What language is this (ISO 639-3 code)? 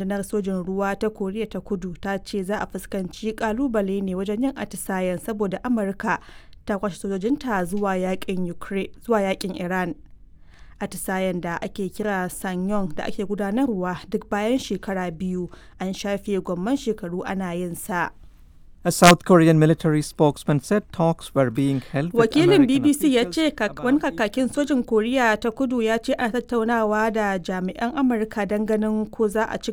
hau